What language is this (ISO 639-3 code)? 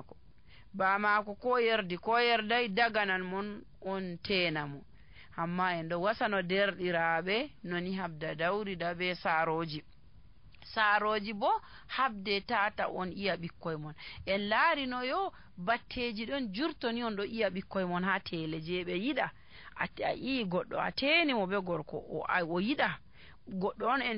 fuv